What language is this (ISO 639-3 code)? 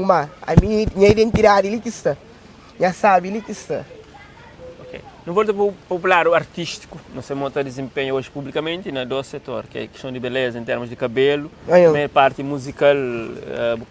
kea